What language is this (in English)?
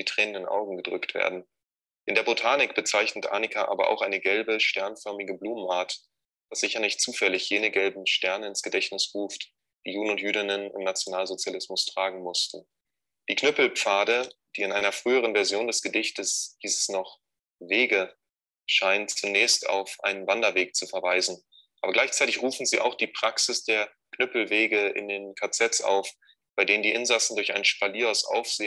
German